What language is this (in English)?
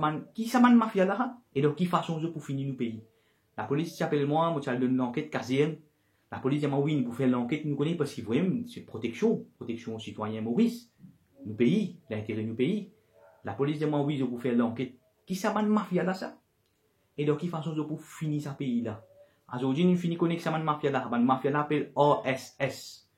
Morisyen